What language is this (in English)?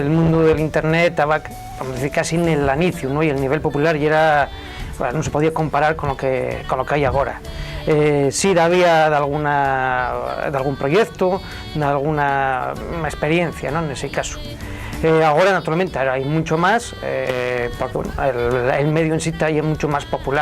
Asturian